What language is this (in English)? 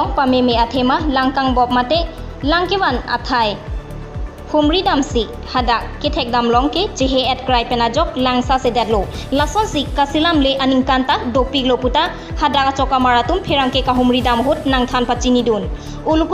Karbi